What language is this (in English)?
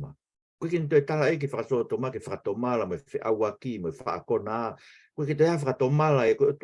Tongan